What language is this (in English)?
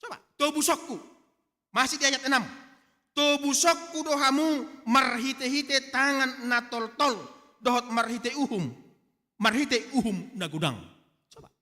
Batak Toba